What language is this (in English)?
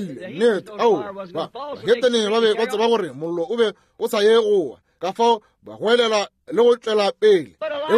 Northern Sotho